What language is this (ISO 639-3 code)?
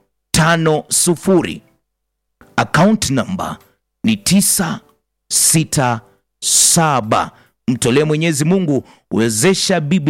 swa